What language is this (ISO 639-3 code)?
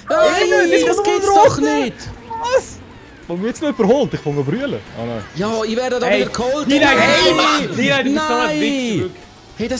gsw